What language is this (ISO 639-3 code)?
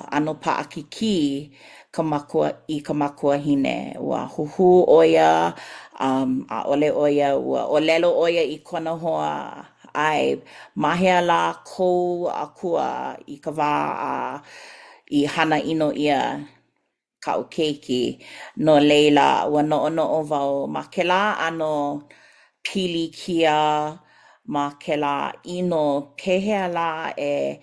haw